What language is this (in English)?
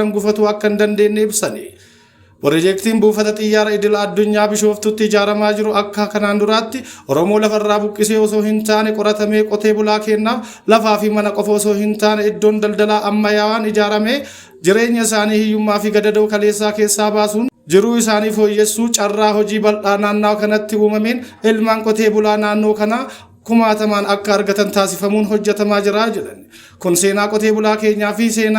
Oromo